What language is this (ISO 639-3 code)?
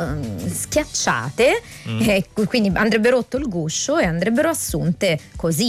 ita